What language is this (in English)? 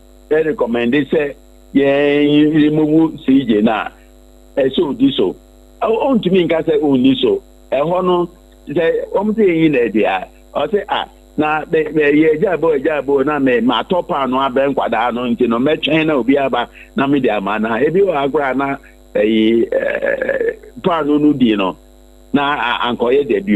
Akan